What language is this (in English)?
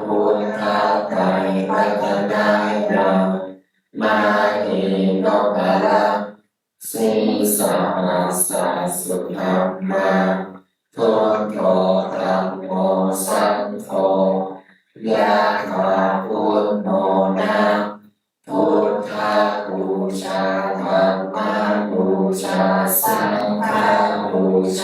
Pali